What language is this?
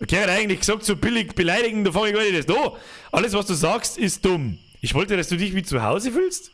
Bavarian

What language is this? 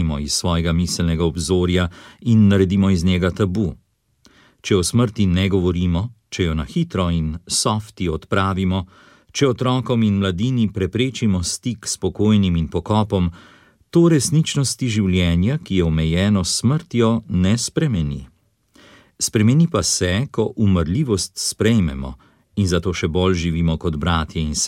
Slovenian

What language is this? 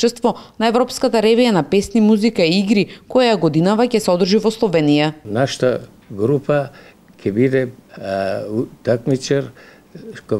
Macedonian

